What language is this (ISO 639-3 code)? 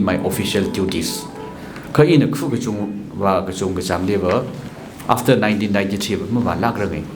nmf